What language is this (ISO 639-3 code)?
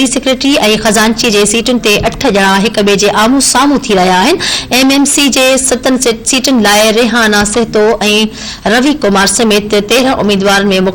snd